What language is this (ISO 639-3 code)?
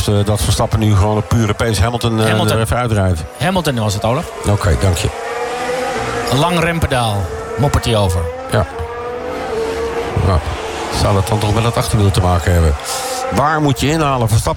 nld